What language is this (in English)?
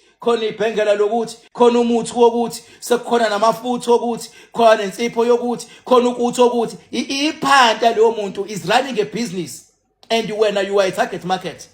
Zulu